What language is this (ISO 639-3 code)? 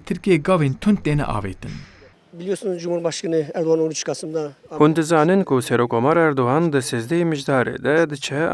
kur